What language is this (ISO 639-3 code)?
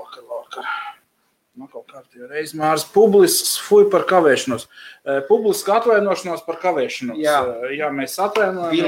lav